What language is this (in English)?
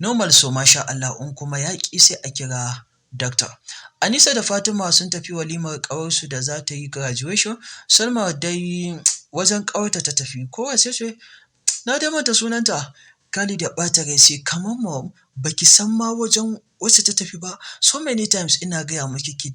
Hausa